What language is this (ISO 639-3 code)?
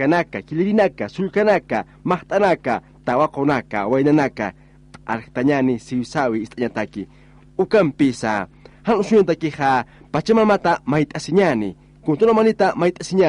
aym